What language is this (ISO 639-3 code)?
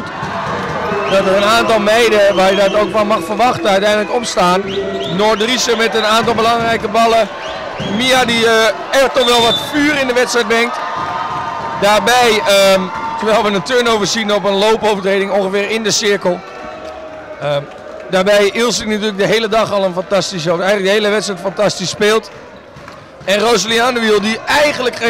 nld